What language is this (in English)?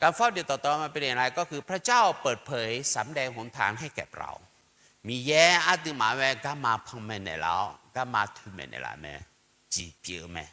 Akha